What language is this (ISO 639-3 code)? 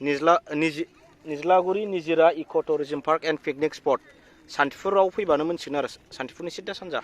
brx